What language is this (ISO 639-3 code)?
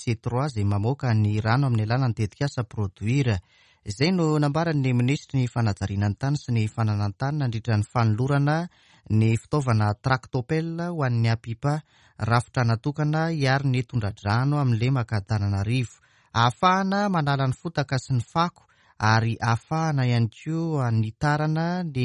mlg